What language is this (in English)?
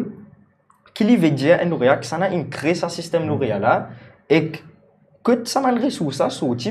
Morisyen